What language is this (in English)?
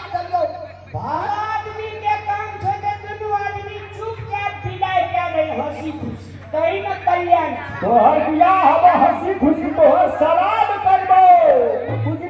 Maithili